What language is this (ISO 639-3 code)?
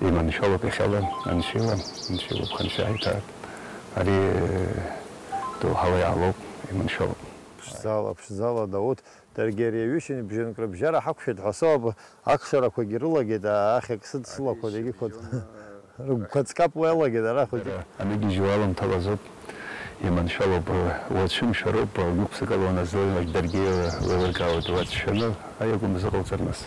abk